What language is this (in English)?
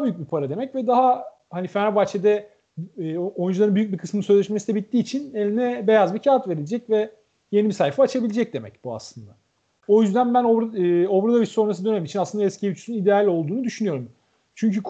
Turkish